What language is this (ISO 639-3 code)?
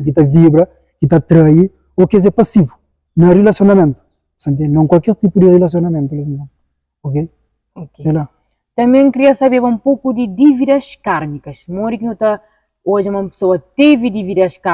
kea